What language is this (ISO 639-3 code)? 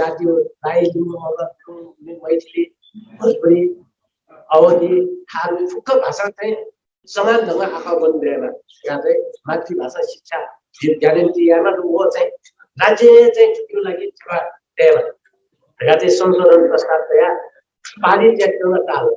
new